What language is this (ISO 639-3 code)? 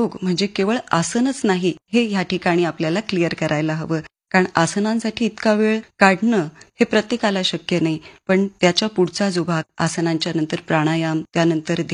mar